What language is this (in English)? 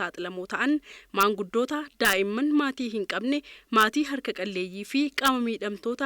Oromo